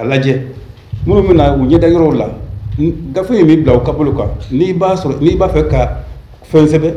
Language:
Bambara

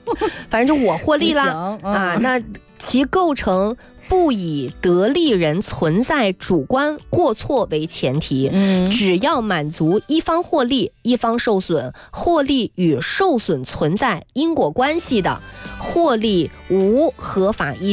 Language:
Chinese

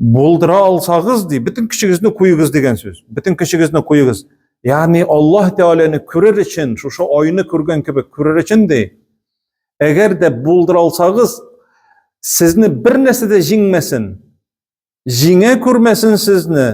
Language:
Tatar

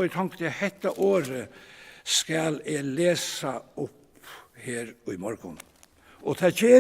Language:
Faroese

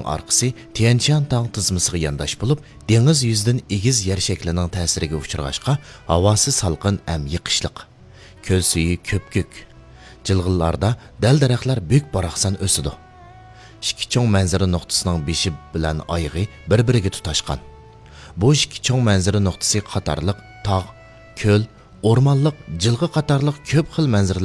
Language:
Uyghur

